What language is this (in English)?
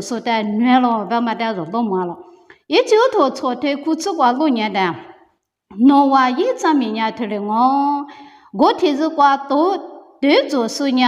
Lisu